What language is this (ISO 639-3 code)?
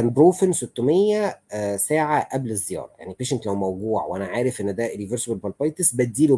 arz